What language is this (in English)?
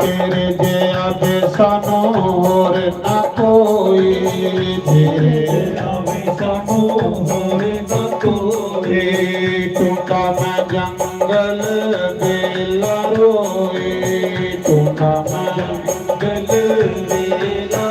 Dogri